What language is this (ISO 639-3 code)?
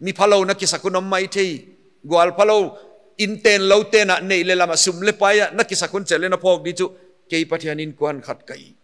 pck